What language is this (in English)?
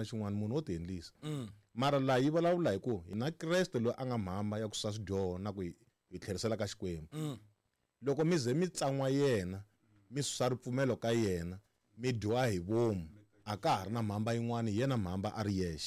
Tsonga